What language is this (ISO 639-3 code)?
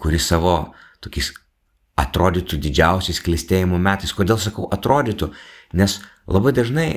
lit